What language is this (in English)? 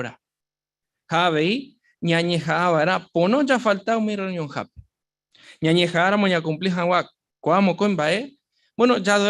Guarani